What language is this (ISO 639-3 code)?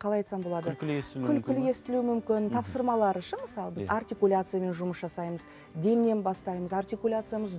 kaz